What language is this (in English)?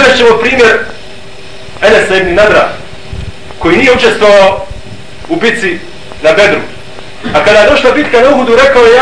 Bosnian